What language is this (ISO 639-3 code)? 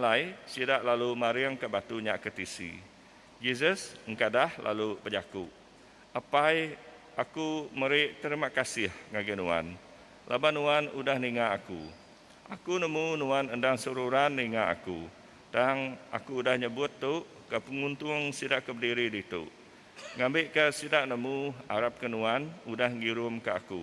iba